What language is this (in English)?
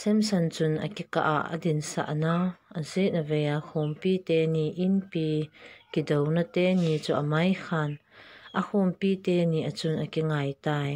Thado Chin